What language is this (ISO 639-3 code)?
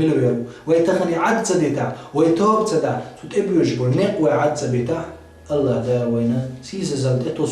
che